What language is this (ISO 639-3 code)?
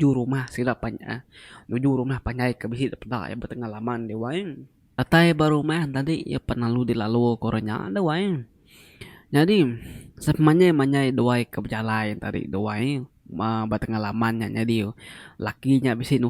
iba